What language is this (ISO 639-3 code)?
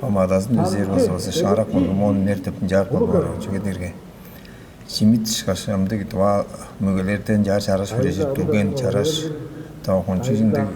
tyv